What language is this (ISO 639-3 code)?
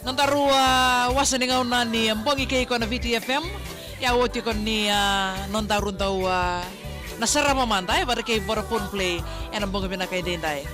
fij